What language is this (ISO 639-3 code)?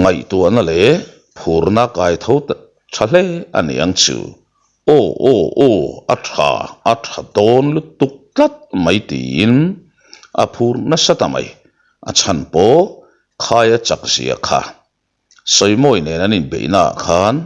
lus